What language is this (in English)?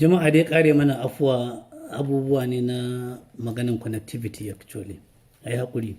Hausa